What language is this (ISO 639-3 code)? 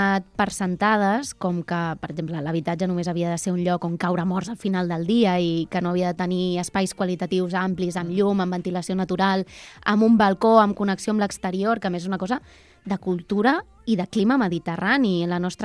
cat